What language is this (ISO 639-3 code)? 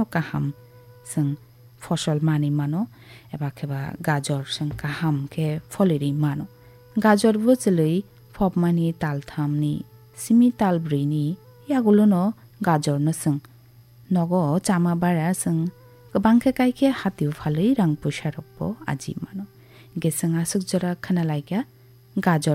trp